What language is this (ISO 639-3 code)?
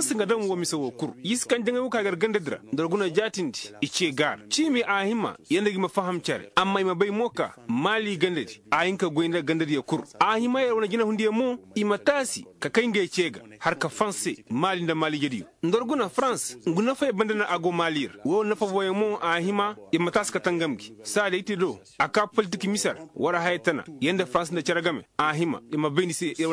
ses